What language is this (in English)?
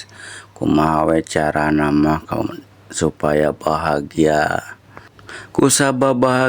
Sundanese